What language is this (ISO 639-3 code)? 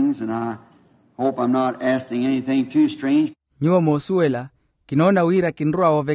vmw